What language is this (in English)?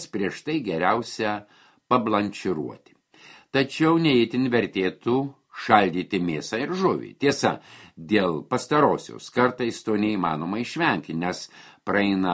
Lithuanian